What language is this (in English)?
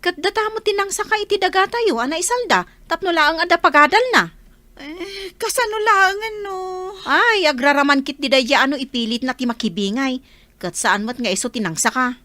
Iloko